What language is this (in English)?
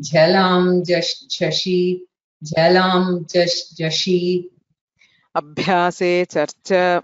Sanskrit